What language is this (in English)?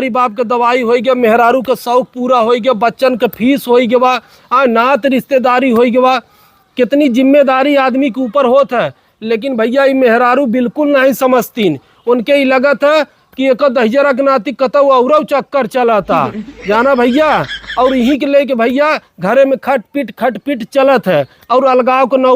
Awadhi